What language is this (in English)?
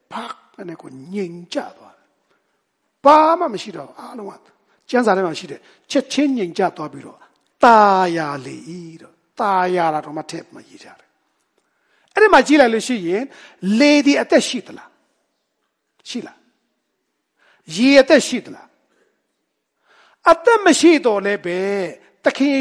Burmese